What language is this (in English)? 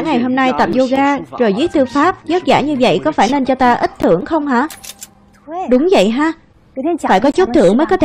Vietnamese